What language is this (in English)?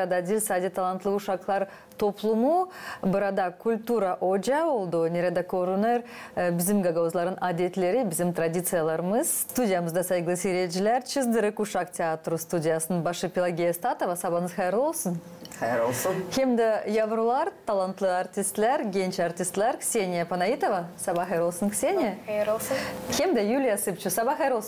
Gagauz